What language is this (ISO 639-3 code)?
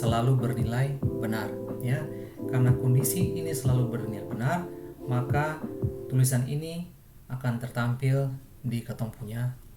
abs